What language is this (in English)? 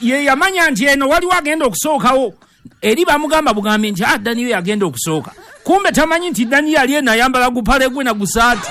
Ganda